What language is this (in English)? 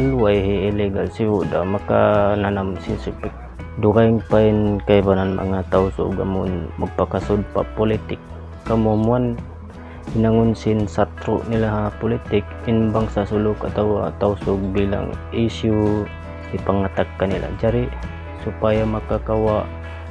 Tausug